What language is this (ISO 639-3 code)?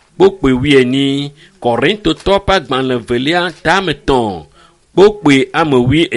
ewe